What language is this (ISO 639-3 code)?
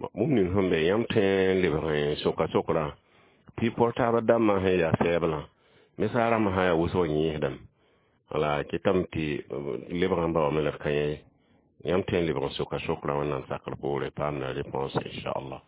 mos